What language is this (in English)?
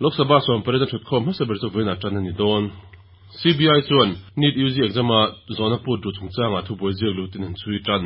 Mizo